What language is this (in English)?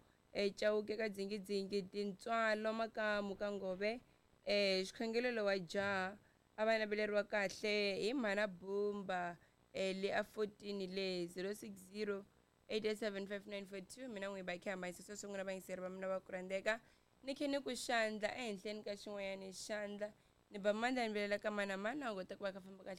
Tsonga